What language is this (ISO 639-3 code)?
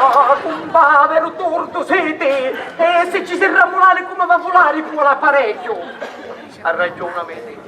scn